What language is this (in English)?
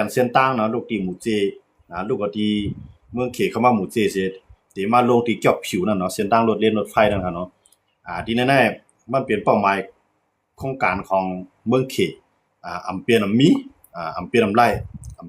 Shan